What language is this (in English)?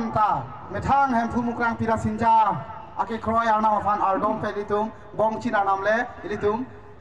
Karbi